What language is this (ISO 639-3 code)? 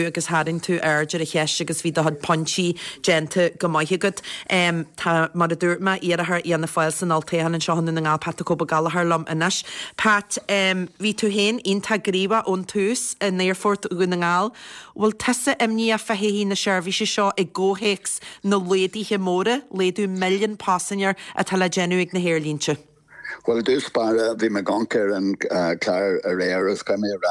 gle